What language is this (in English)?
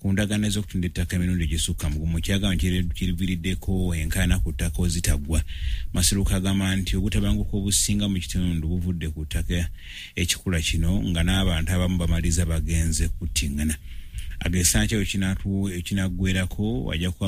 Ganda